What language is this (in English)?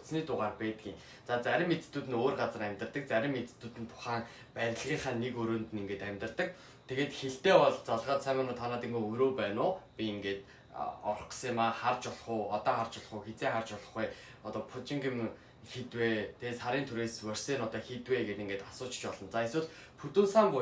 Mongolian